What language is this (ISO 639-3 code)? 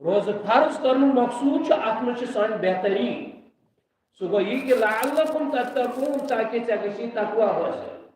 kas